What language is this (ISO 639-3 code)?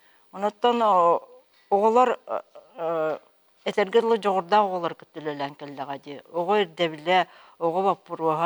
sah